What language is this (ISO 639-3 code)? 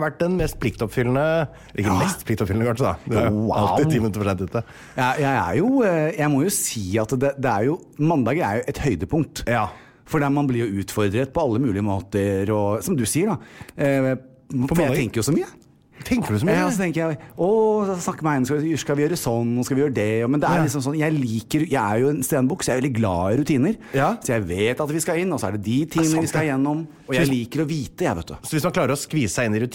nor